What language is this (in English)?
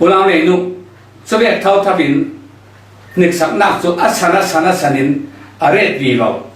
Falam Chin